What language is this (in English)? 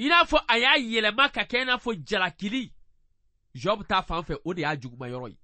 Bambara